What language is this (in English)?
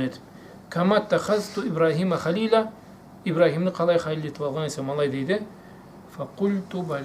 Karachay-Balkar